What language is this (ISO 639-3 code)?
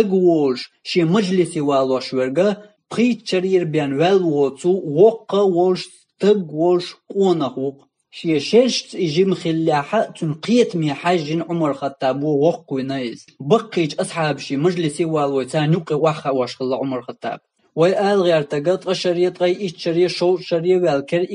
che